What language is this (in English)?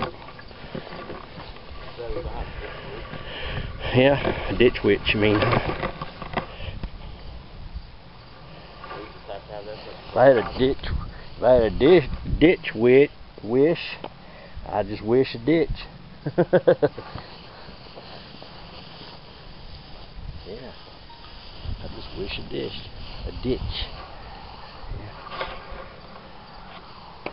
English